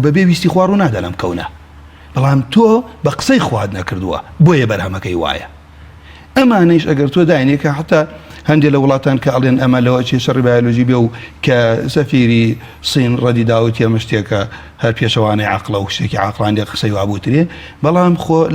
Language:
Central Kurdish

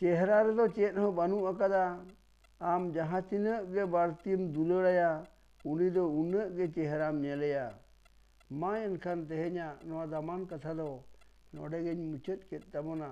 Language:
Santali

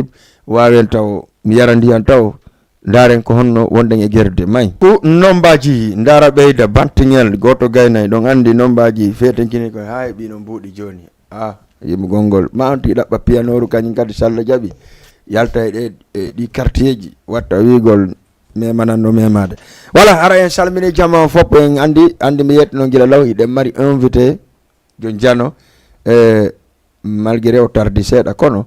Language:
Fula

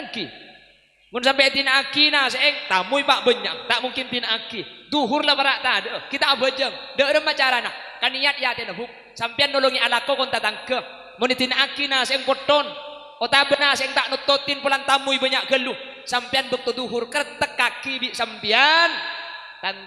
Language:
Madurese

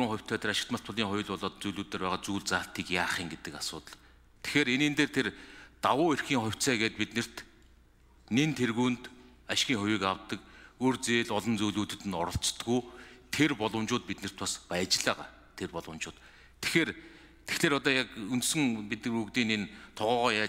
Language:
Mongolian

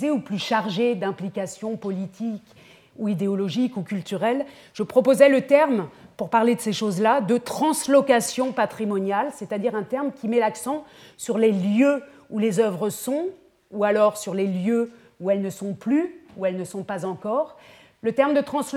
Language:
French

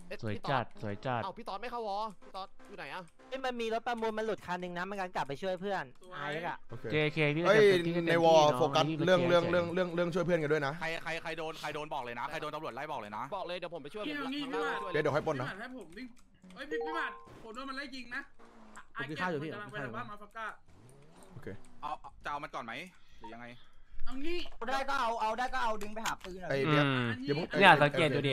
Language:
Thai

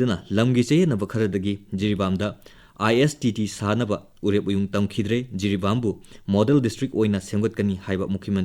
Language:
Manipuri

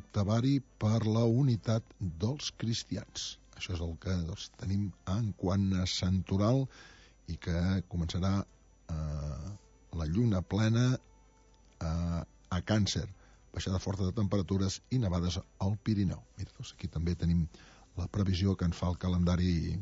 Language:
Catalan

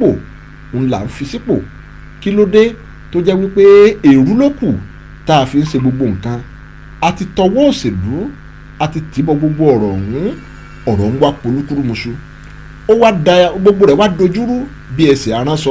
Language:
Yoruba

